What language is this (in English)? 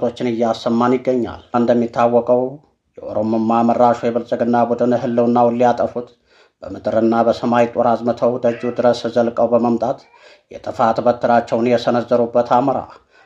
Amharic